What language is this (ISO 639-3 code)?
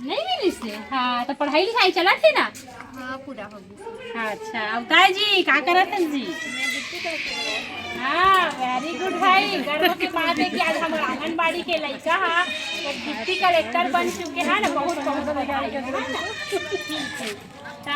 hne